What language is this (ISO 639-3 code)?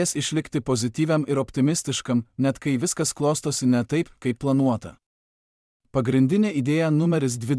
lit